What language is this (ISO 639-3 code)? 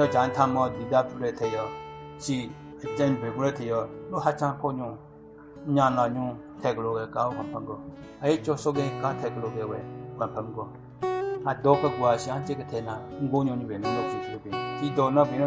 nre